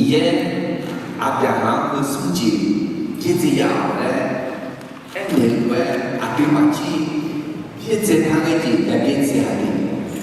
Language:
Akha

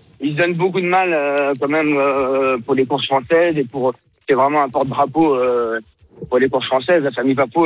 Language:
French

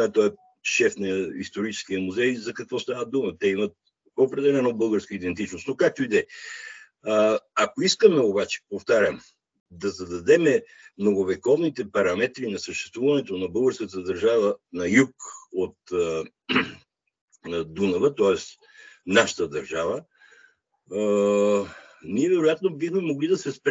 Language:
Bulgarian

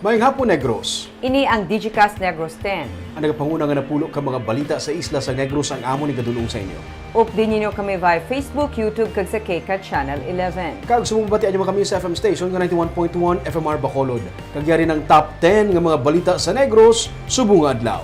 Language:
Hiligaynon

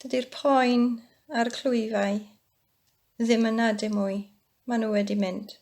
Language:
Welsh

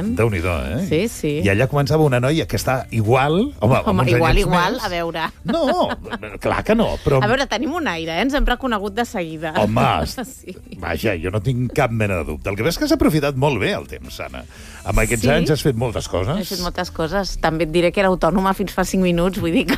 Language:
Catalan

